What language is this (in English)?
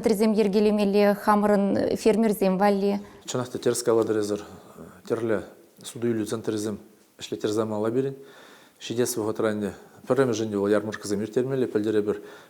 Chuvash